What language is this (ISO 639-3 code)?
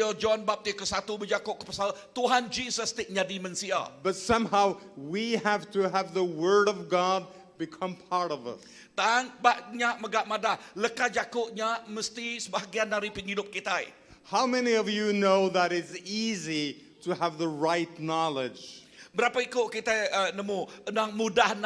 iba